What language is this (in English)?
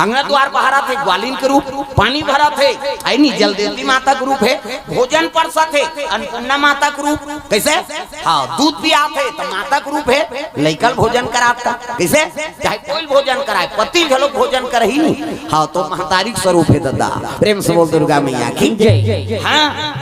Chhattisgarhi